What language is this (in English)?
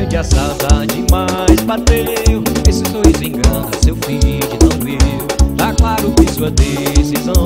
Portuguese